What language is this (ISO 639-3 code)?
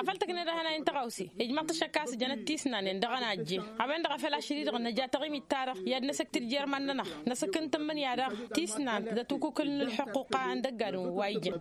taq